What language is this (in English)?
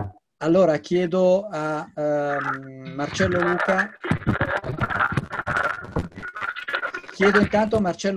Italian